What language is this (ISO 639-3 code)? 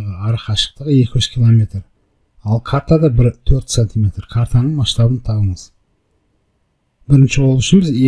kaz